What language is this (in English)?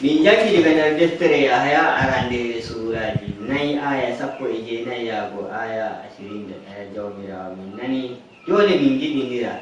Nigerian Fulfulde